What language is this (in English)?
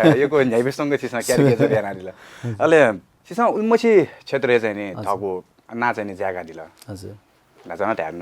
Newari